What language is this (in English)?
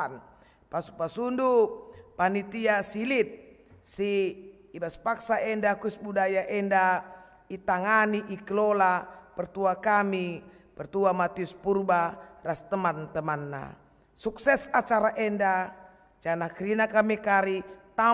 Batak Karo